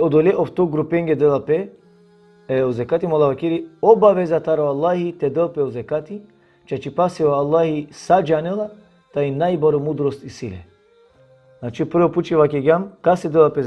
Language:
Balkan Romani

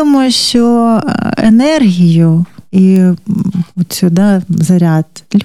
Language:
Ukrainian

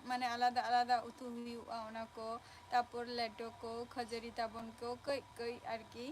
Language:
Santali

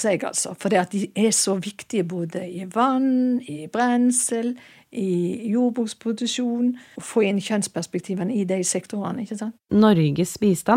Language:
Norwegian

